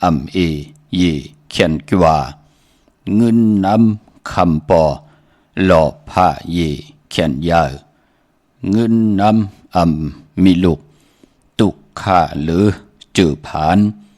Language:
Shan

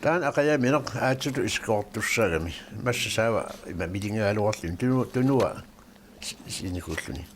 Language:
Kalaallisut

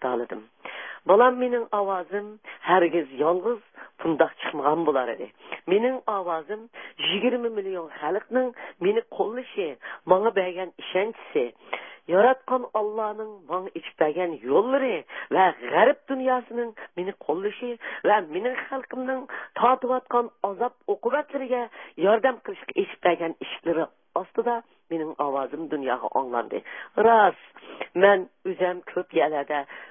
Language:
Uyghur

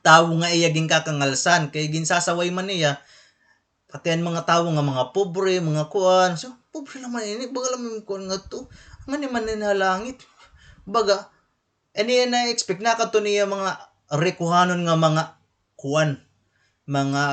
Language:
Waray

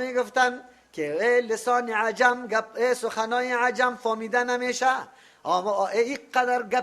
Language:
Persian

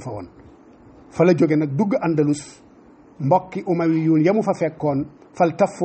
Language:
Wolof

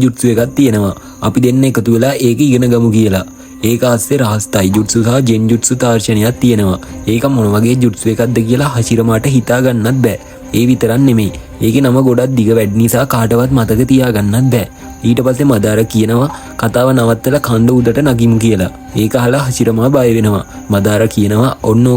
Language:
Sinhala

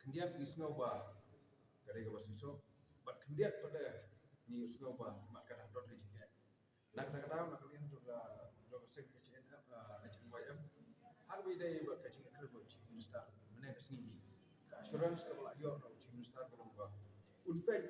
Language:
Khasi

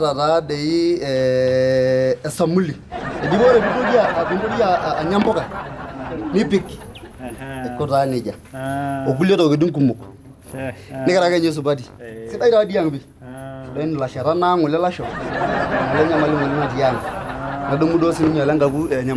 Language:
Masai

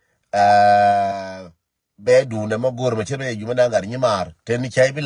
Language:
Nuer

